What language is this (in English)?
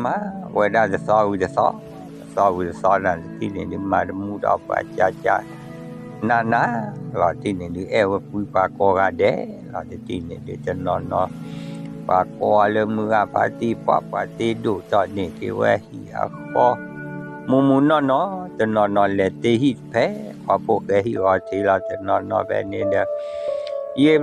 S'gaw Karen